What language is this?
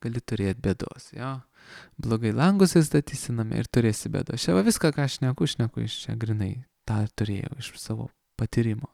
Lithuanian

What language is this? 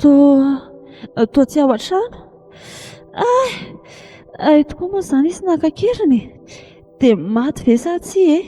Malagasy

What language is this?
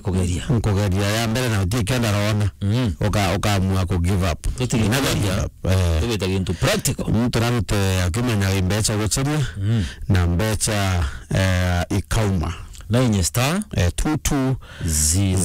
Meru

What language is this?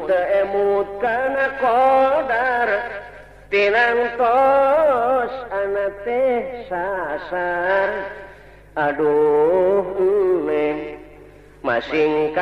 Sundanese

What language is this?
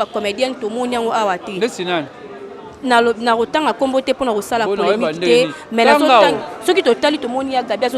Lingala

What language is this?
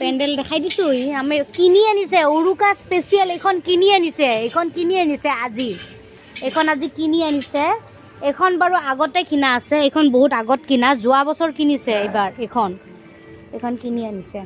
Assamese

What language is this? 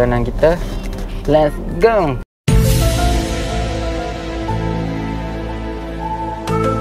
Malay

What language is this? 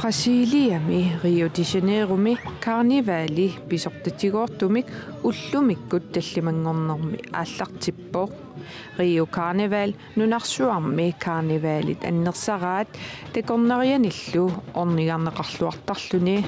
Kalaallisut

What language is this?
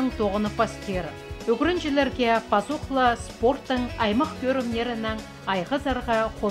Khakas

